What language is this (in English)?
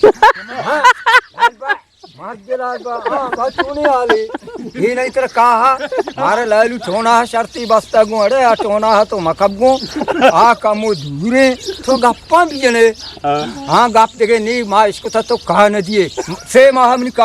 Eastern Balochi